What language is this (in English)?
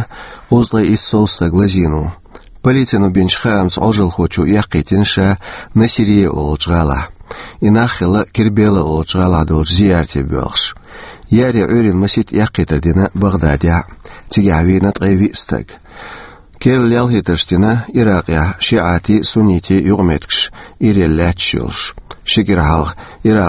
Chechen